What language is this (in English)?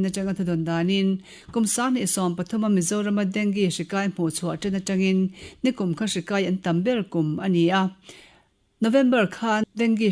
Mizo